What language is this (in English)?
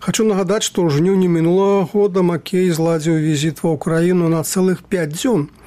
Belarusian